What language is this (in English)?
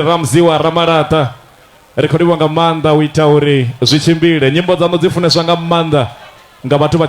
Venda